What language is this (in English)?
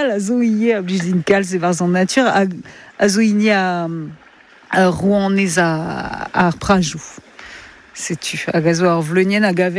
Breton